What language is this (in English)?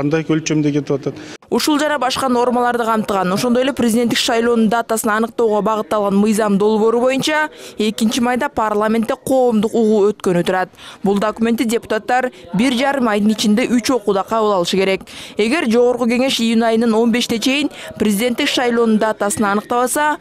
Kyrgyz